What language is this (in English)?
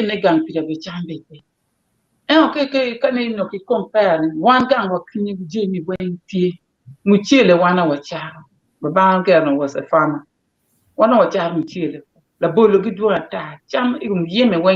Acoli